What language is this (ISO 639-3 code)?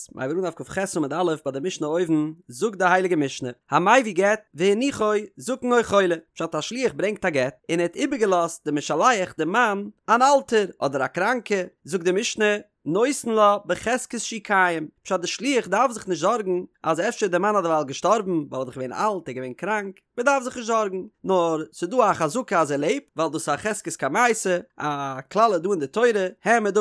yid